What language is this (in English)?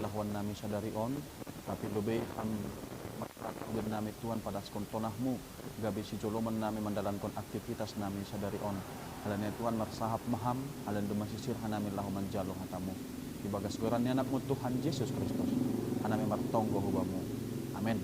Batak Simalungun